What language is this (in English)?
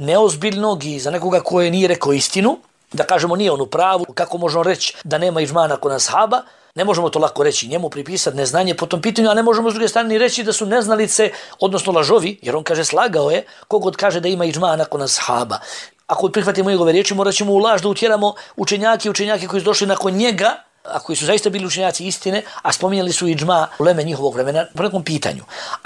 Bosnian